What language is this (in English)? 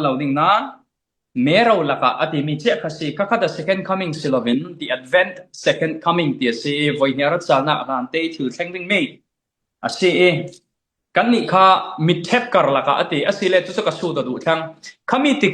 Falam Chin